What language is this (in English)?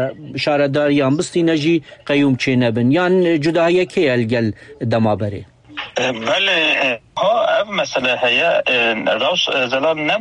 Kurdish